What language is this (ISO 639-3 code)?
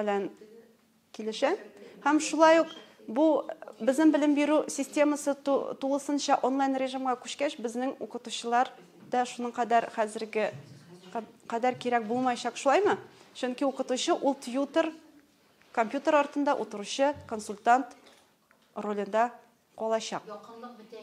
tat